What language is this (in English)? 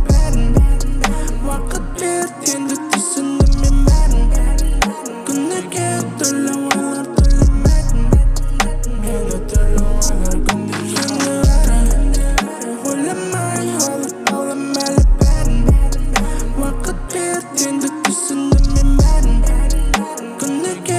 Kazakh